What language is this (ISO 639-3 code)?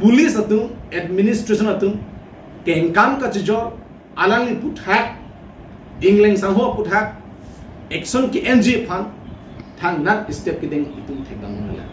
mjw